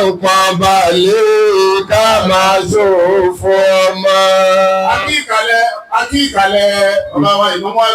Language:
Yoruba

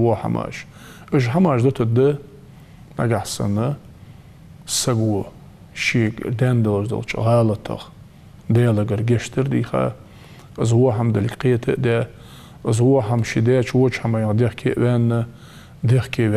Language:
Ingush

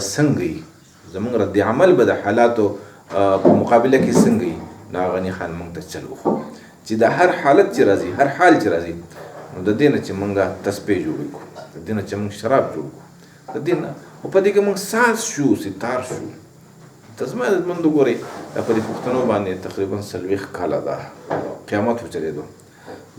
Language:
Pashto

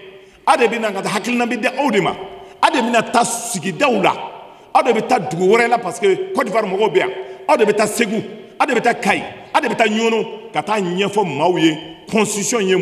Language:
Bambara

